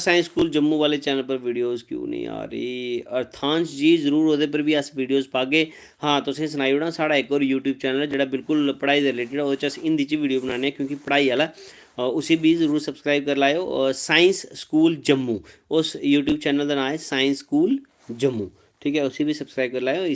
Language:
Dogri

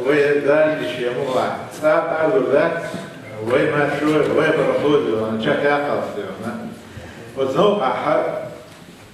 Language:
Chechen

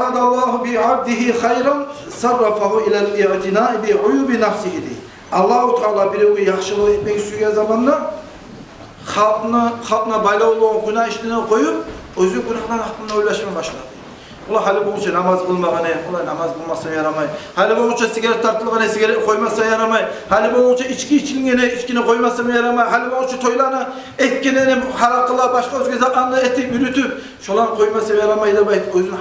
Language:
Kumyk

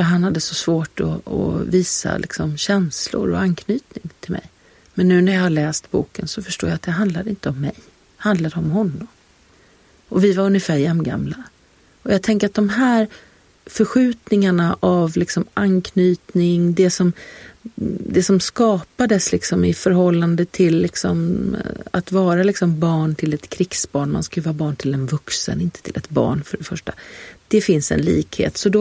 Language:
Swedish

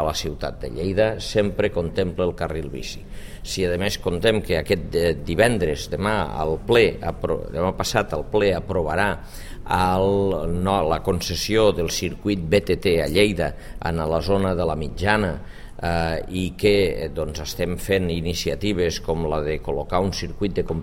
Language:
Catalan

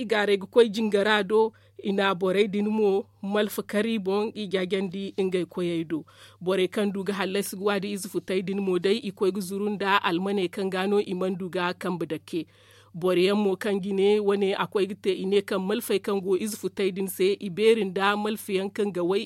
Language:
Zarma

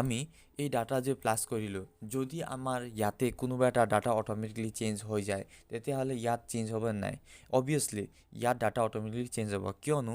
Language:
Assamese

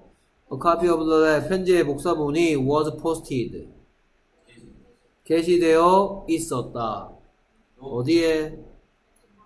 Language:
Korean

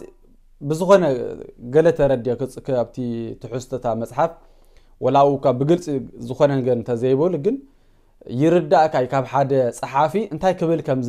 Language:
Tigrinya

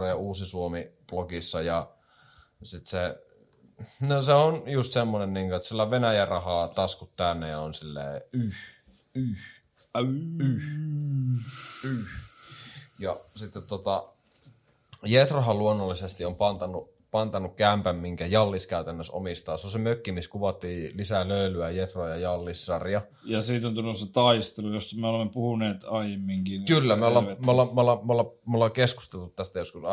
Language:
Finnish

